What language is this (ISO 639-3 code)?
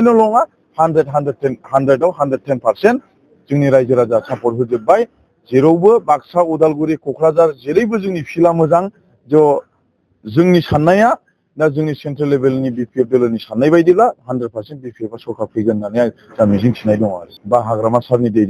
brx